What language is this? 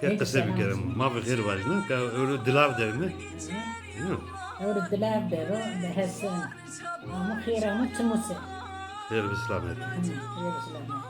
Zaza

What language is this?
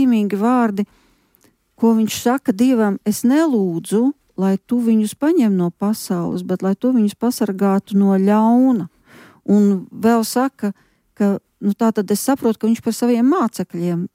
Latvian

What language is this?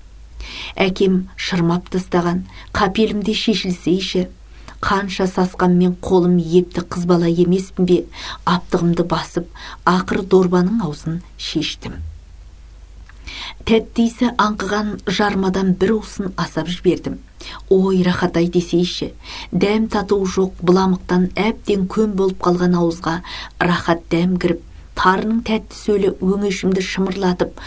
Kazakh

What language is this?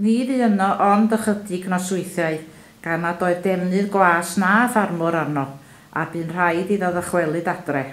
Welsh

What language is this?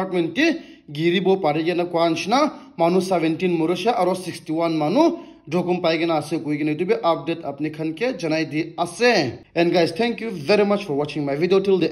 Naga Pidgin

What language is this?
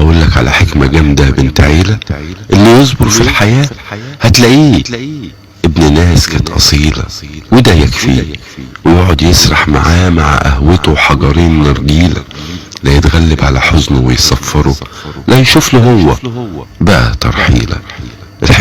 Egyptian Arabic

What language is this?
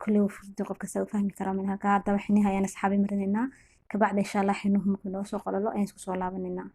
Somali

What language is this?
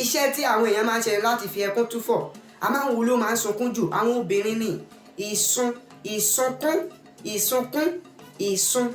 Yoruba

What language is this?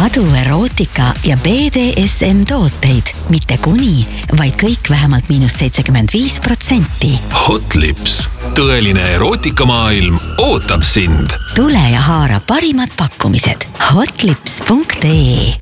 Estonian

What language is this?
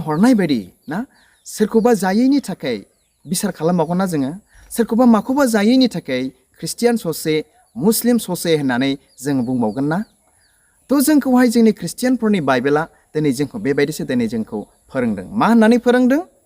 Bodo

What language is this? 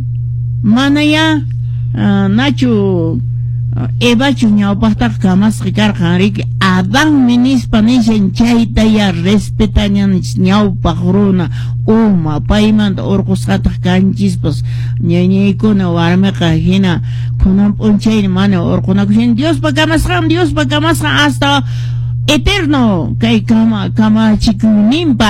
Quechua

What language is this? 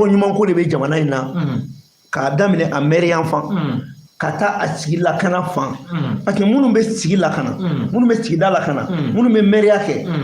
Bambara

